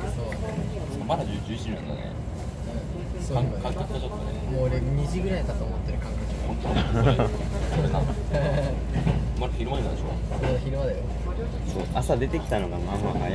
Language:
Japanese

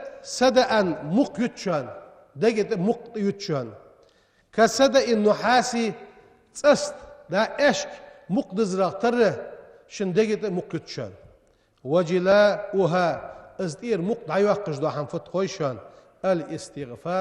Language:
Ingush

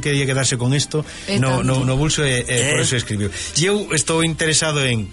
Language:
Galician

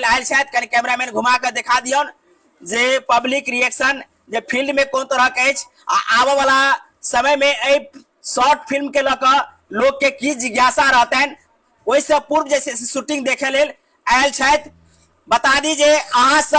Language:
Maithili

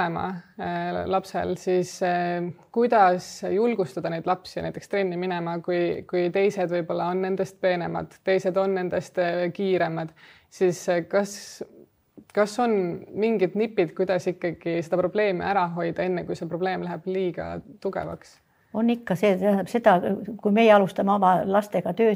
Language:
Estonian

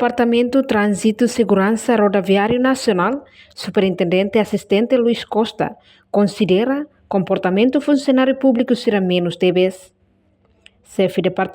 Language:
Tetum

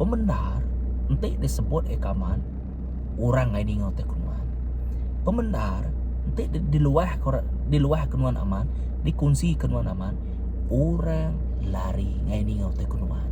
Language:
Iban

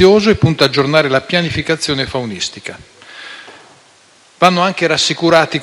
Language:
Italian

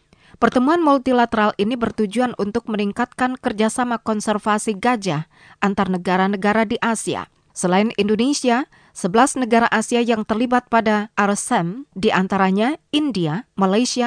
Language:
Indonesian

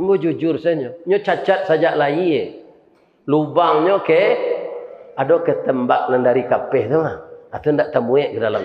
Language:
Minangkabau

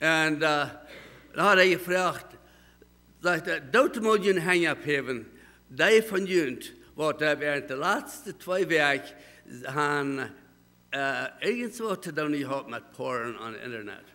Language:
Plautdietsch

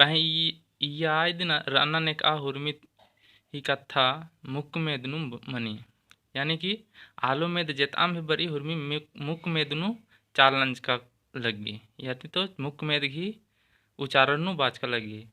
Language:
Kurukh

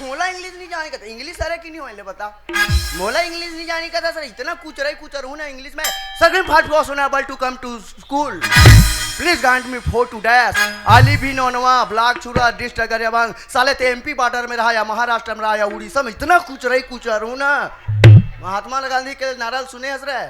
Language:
Chhattisgarhi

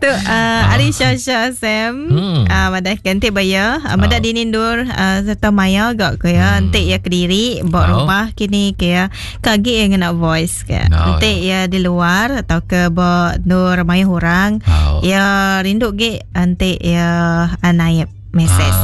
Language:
Iban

